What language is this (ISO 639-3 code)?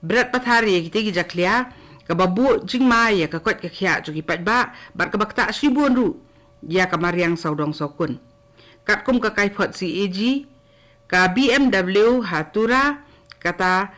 kha